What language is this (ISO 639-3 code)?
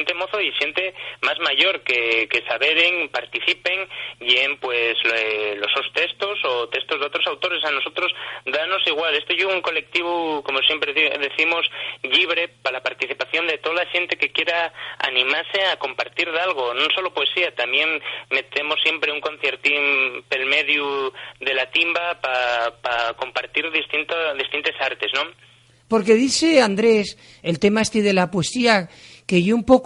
ast